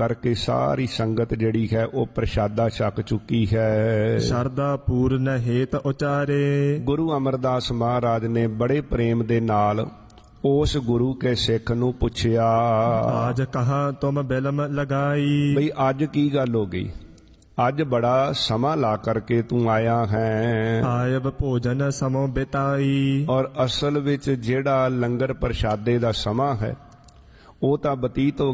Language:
Punjabi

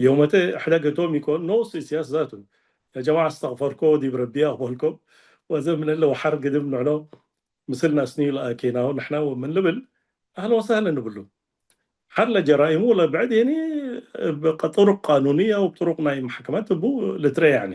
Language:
Tigre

